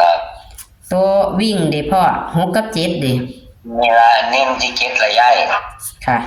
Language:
Northeastern Thai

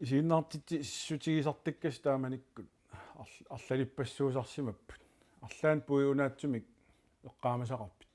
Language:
Kalaallisut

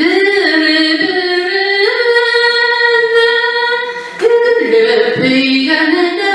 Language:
Bashkir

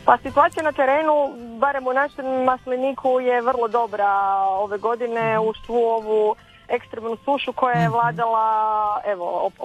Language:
Croatian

